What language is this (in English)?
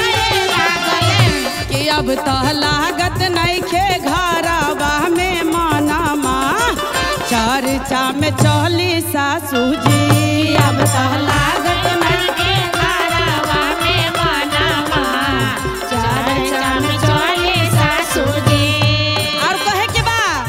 Bhojpuri